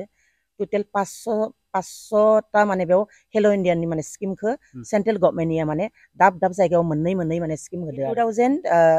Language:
Bodo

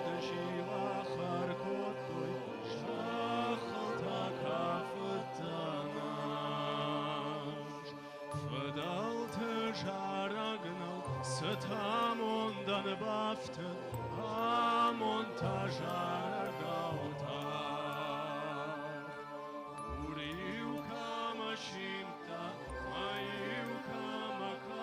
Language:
Ossetic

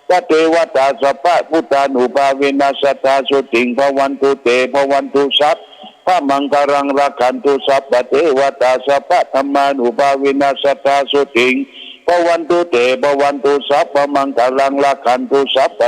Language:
Pali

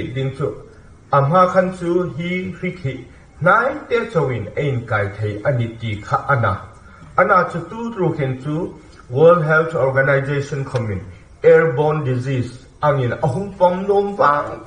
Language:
Hmar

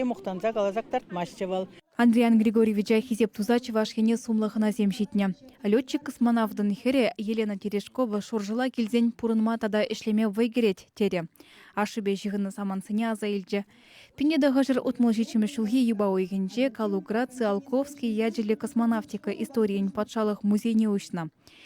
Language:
Chuvash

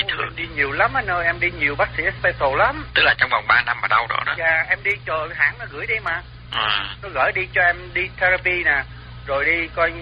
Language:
Vietnamese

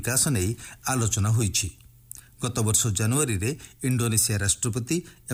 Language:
Odia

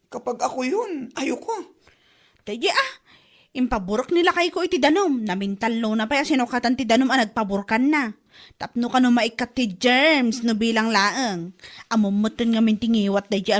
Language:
Iloko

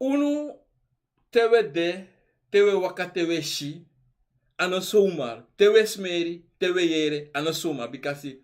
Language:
Sranan Tongo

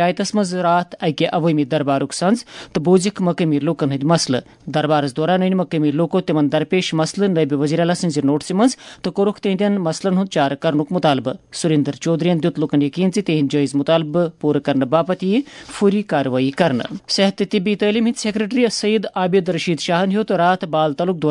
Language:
Kashmiri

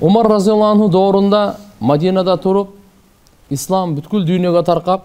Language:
Kyrgyz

